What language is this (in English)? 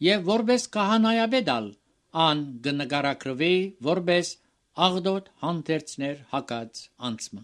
Armenian